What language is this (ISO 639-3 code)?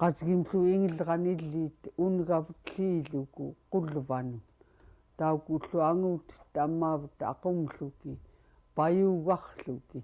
esu